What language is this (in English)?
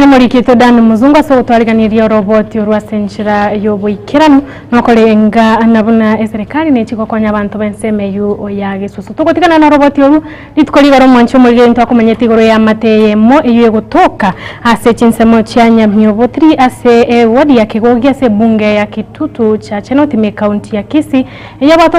Gusii